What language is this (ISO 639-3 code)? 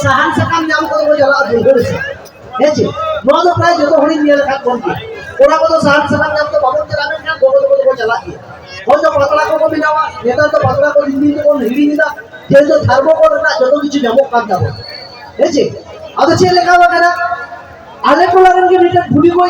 sat